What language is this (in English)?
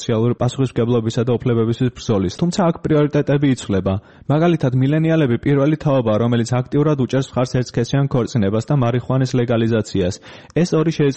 Georgian